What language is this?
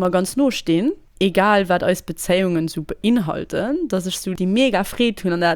Luxembourgish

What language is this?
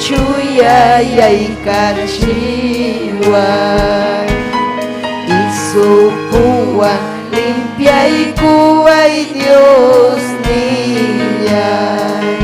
Ayacucho Quechua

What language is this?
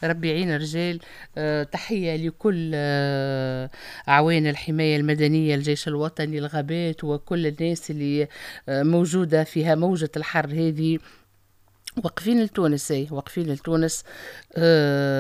Tunisian Arabic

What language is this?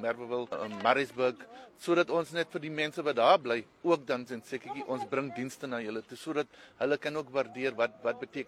Afrikaans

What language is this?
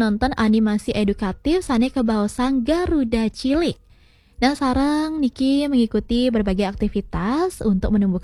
Balinese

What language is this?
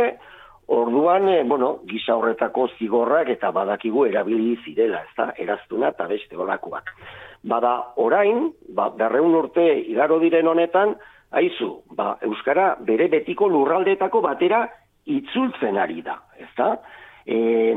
Basque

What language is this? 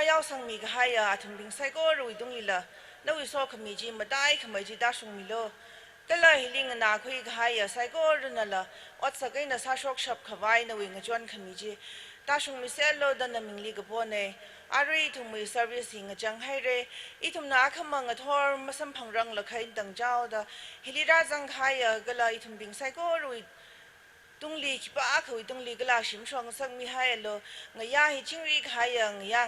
Tangkhul Naga (India)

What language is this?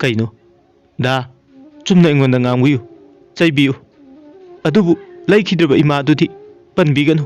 Manipuri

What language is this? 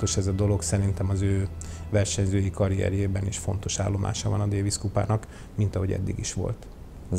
Hungarian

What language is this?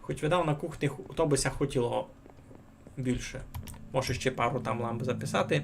Rusyn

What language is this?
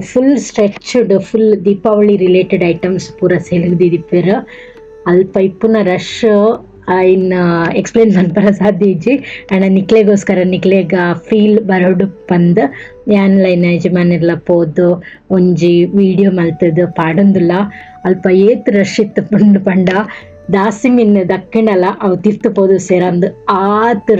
Tulu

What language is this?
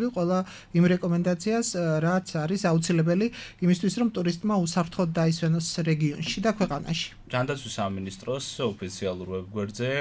Georgian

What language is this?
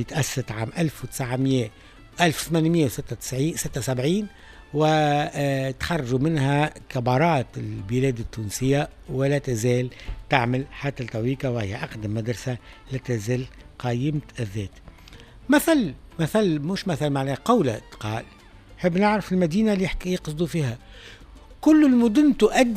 Tunisian Arabic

